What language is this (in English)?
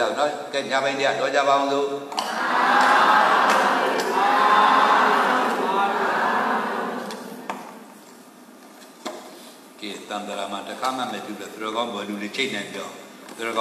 Burmese